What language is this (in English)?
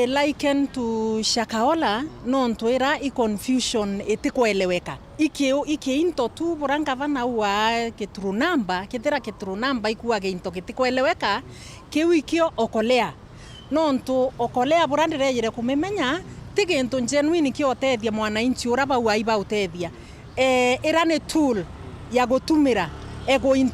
Meru